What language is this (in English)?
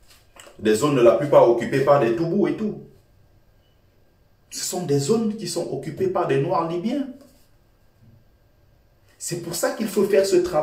French